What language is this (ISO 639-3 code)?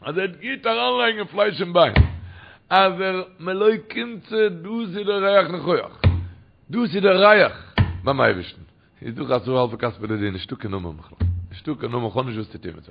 yid